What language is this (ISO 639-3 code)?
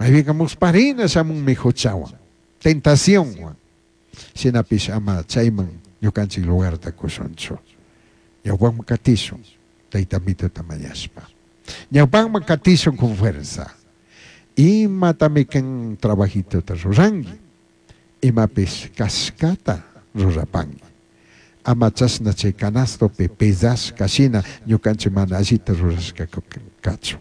qug